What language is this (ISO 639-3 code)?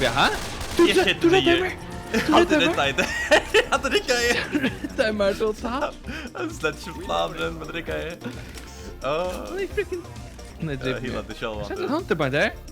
fao